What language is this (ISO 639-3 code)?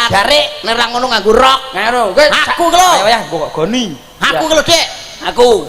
jav